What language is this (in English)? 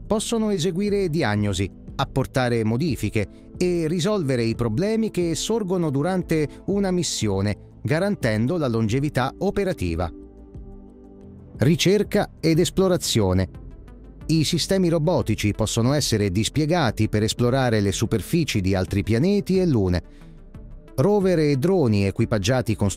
Italian